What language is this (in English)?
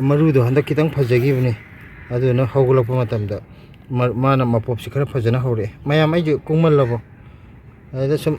Manipuri